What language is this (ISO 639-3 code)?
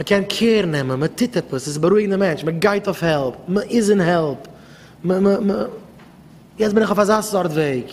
yid